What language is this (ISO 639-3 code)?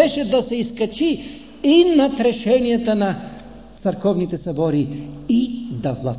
bul